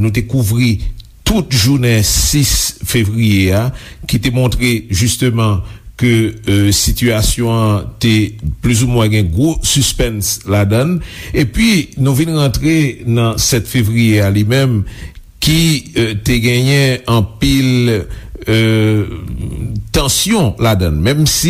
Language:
Haitian Creole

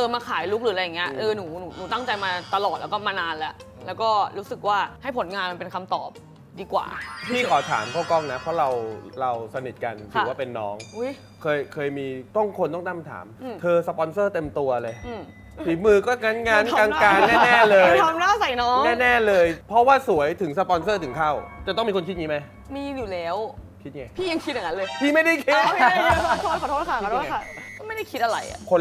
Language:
Thai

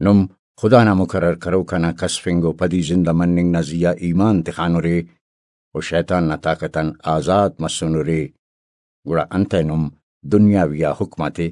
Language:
Brahui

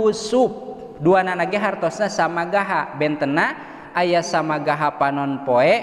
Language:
Sundanese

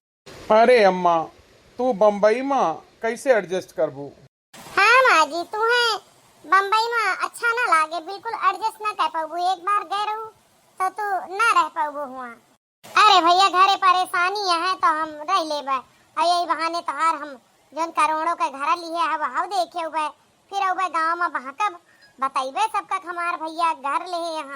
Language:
Awadhi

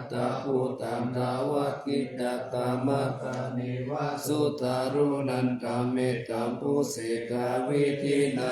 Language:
Pali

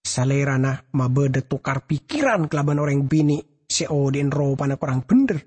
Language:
Madurese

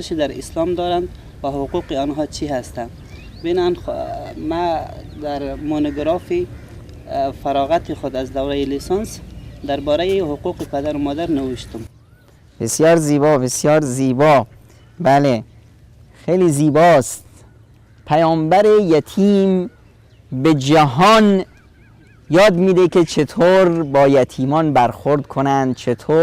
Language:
Persian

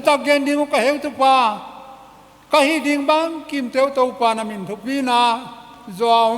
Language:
Paite Chin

